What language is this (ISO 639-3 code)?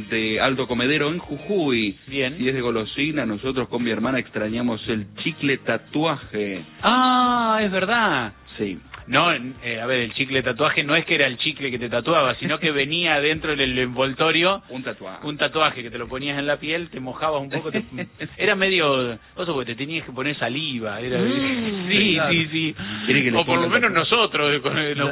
spa